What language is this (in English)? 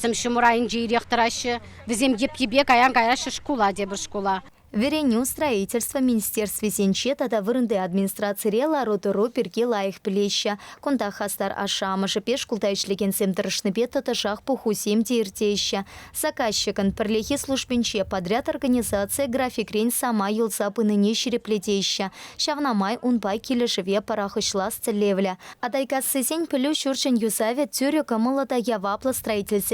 Chuvash